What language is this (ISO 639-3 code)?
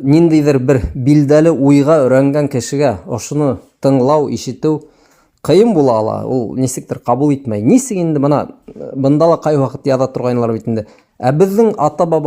bak